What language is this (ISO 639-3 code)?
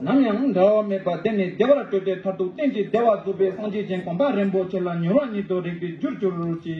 bod